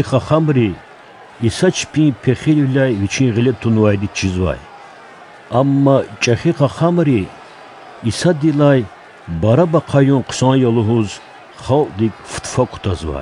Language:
Lezghian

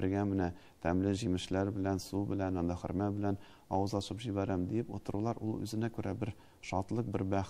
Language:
Tatar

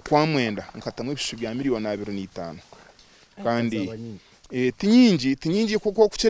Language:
Nyankole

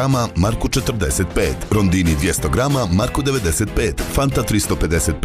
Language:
Bosnian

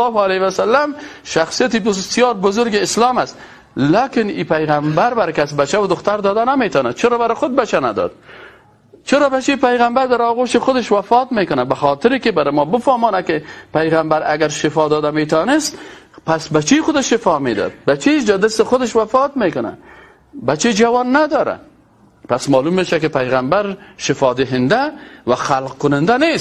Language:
Persian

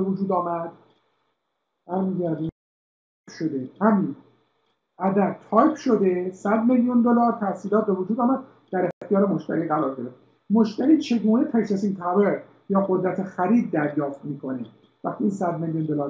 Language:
Persian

